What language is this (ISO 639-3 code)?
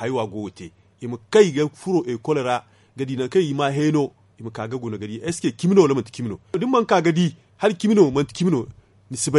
dje